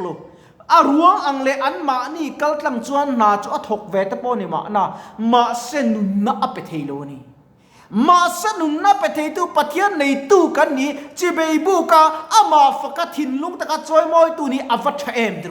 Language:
Mizo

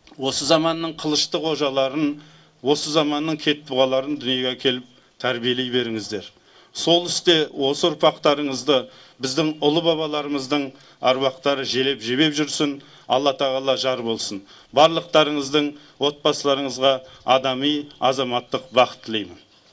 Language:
Kazakh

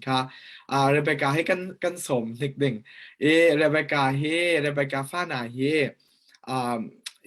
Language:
Falam Chin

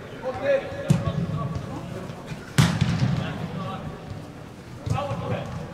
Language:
Icelandic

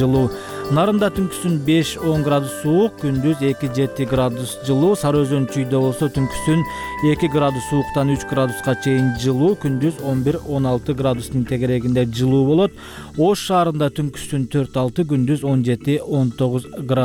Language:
Kyrgyz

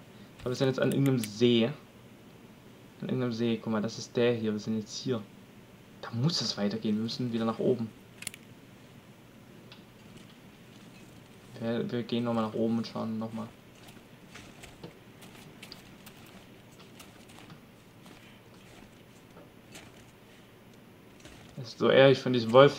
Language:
German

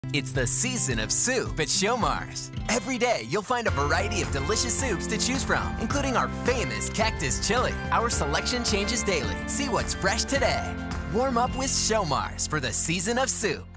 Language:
English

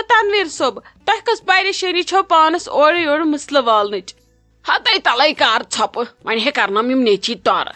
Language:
Kashmiri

